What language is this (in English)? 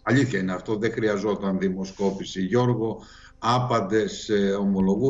Greek